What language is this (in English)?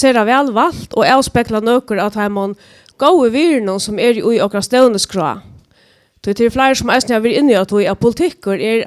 Faroese